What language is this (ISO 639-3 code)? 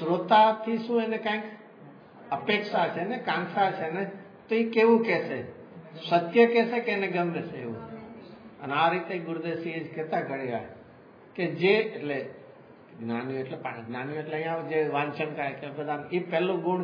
guj